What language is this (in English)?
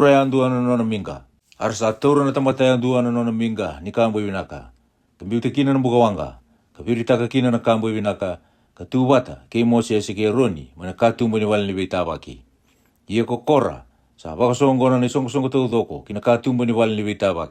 Fijian